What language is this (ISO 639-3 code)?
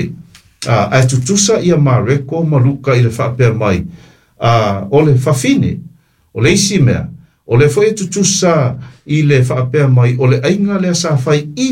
smo